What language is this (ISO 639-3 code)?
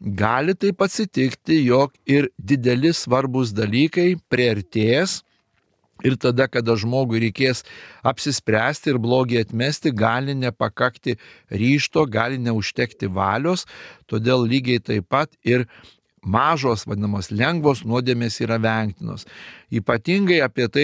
lit